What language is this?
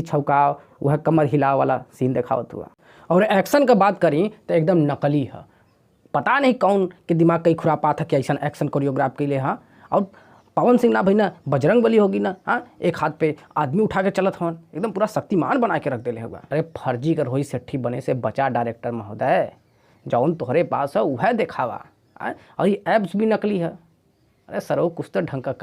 Bhojpuri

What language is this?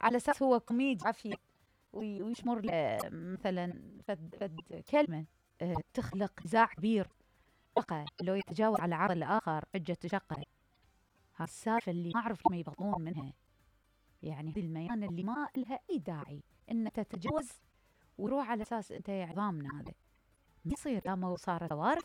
Mesopotamian Arabic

